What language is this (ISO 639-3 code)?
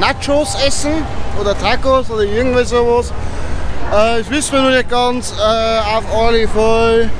bar